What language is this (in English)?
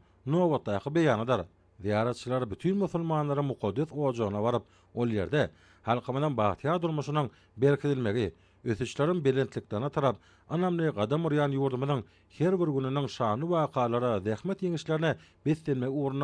Turkmen